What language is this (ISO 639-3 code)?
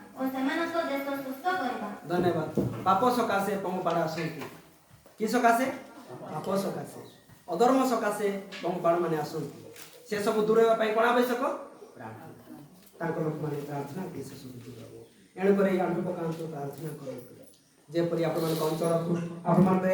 ori